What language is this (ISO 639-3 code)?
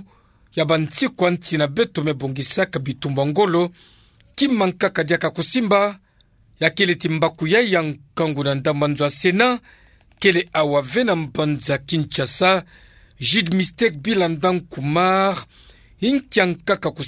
ktu